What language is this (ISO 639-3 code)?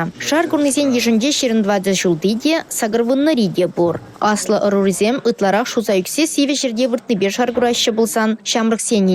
chv